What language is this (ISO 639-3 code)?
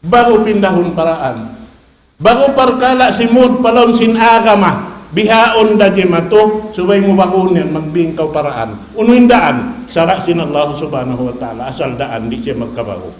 tsg